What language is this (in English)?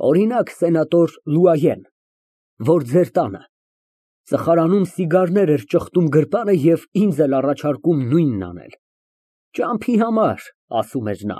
Armenian